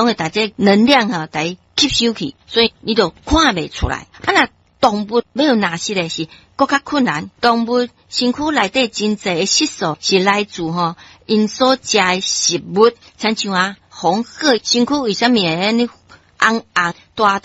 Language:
Min Nan Chinese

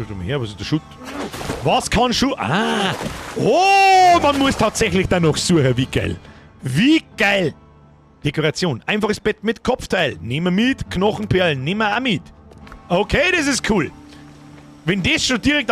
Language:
Bavarian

